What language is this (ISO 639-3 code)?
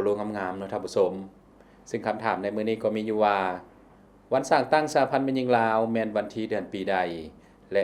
lao